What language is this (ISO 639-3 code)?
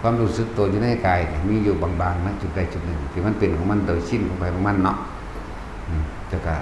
tts